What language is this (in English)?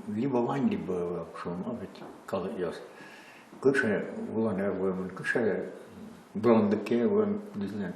Udmurt